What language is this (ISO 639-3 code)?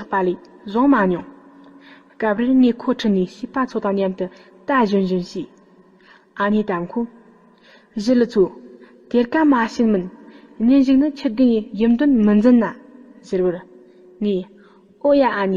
bod